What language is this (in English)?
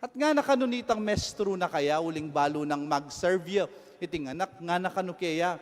Pampanga